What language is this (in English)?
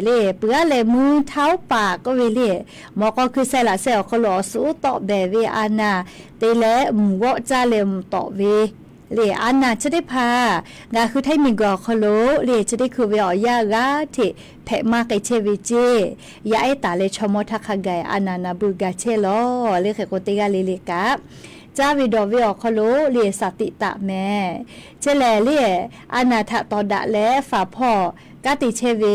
Lahu